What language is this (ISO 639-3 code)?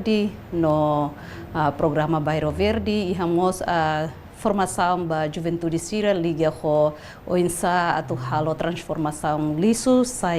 tet